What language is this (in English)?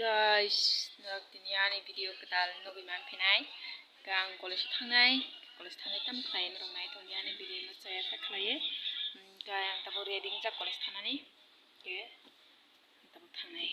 Kok Borok